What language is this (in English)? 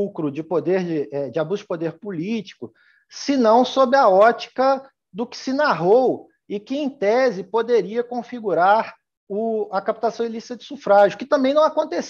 Portuguese